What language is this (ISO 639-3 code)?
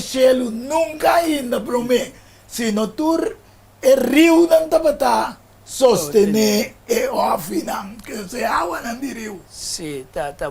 pap